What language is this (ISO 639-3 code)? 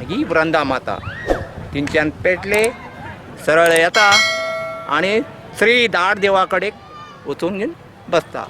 kok